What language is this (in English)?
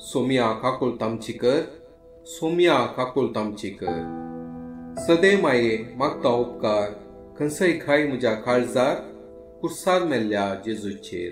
Konkani